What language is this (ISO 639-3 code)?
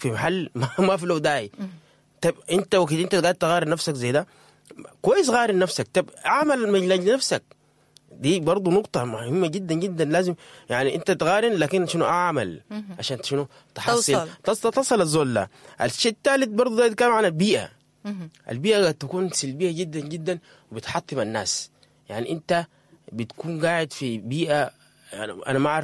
apd